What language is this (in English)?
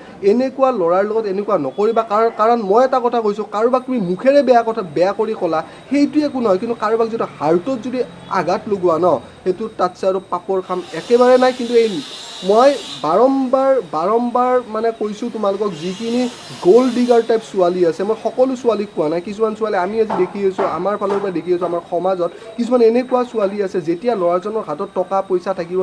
Assamese